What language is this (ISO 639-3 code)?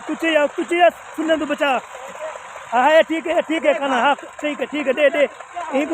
skr